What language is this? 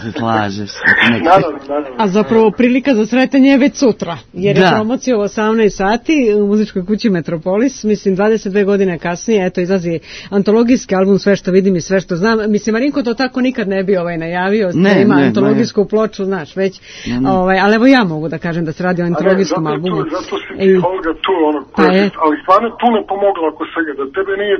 Serbian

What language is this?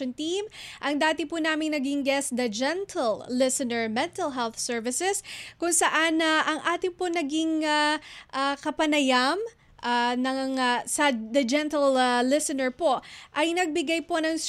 Filipino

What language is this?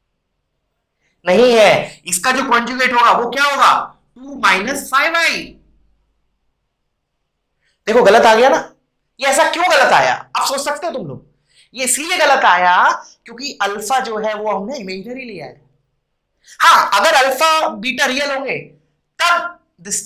Hindi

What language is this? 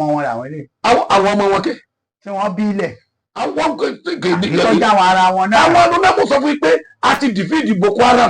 Yoruba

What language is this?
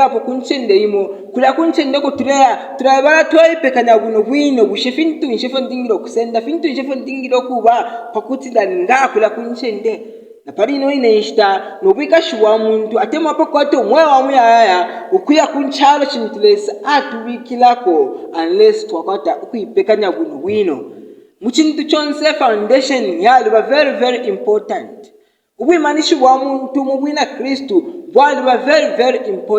Bemba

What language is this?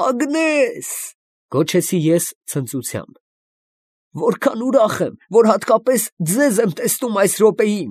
Armenian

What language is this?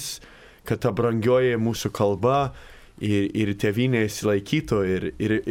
Lithuanian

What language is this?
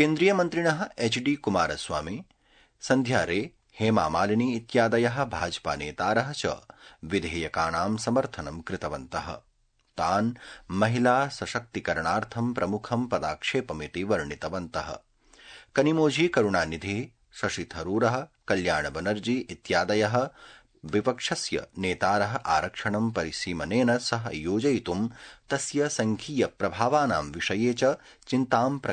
Sanskrit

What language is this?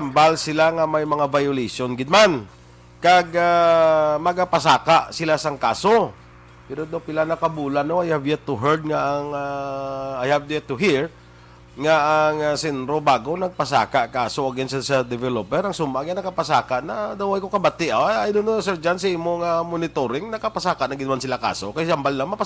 Hiligaynon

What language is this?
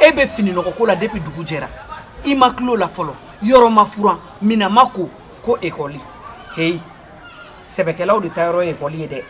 Bambara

